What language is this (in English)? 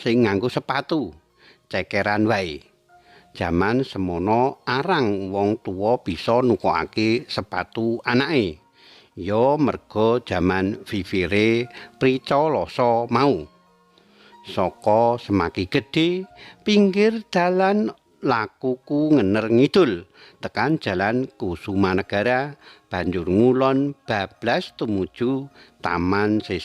Javanese